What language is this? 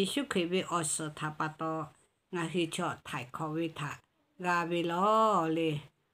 Lahu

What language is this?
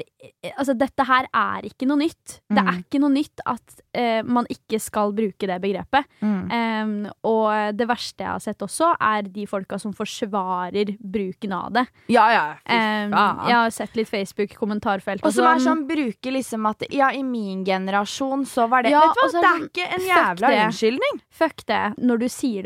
Norwegian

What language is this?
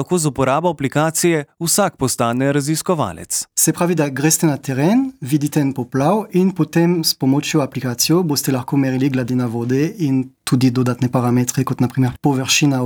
Slovenian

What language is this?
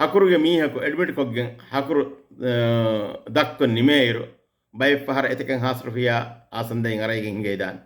Divehi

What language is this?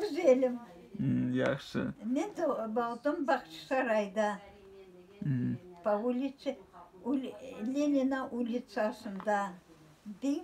Crimean Tatar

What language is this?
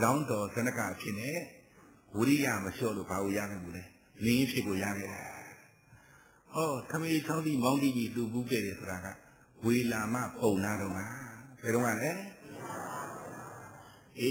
Burmese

